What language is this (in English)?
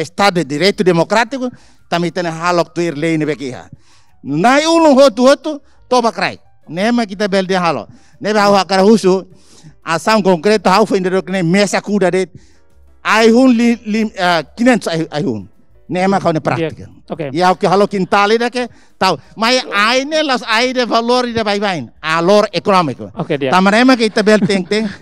Tetum